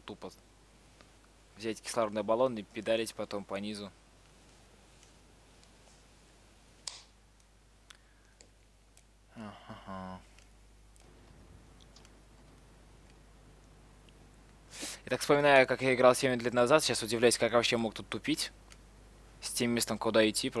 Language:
Russian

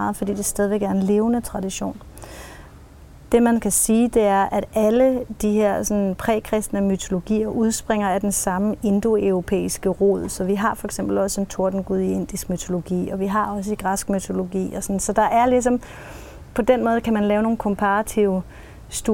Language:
Danish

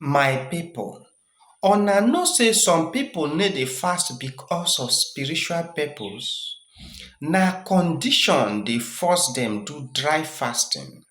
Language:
Nigerian Pidgin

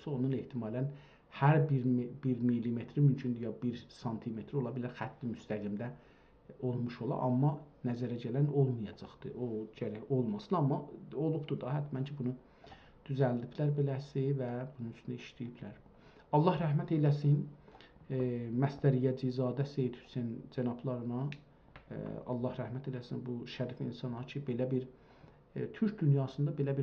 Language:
South Azerbaijani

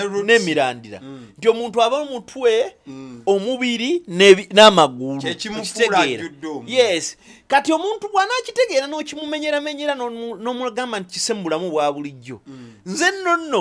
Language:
Ganda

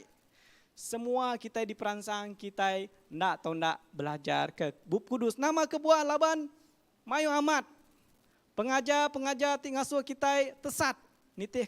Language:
Iban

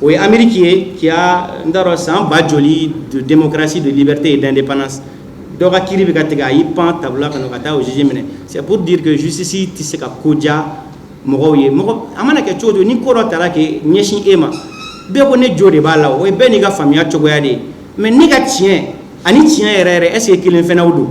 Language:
Bambara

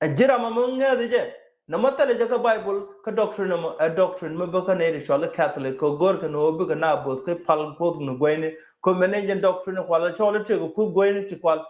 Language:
Nuer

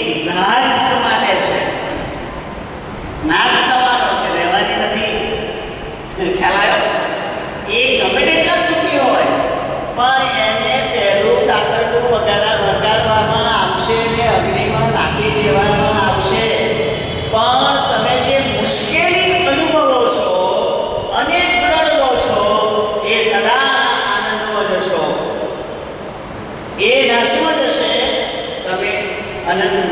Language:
Gujarati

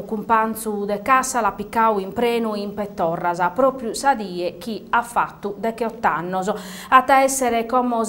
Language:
Sardinian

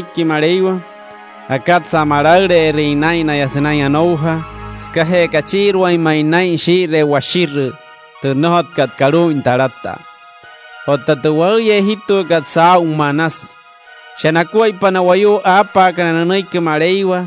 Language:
Wayuu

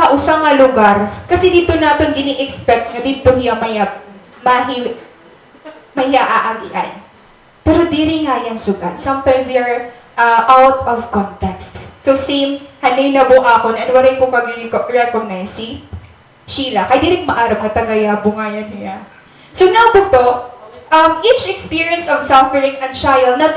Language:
Waray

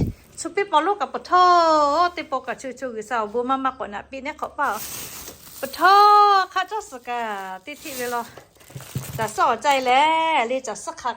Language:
Lahu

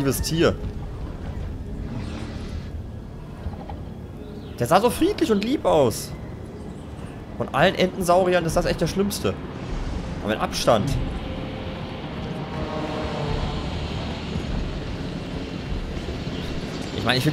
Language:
German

